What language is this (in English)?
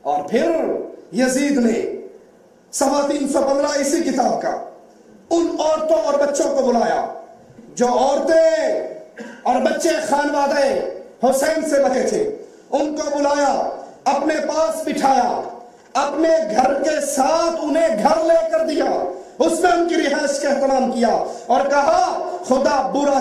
Urdu